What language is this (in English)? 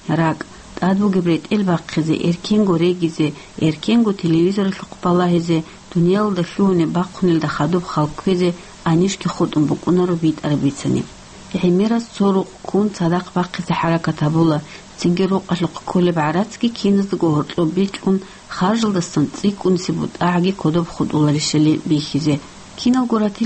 Avaric